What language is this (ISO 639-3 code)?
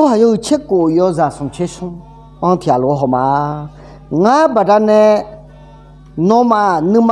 ahk